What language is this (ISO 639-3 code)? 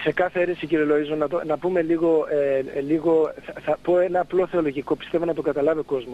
ell